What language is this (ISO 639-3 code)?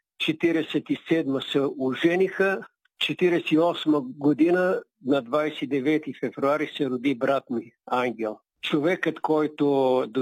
bul